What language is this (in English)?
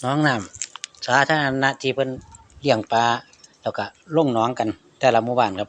Northeastern Thai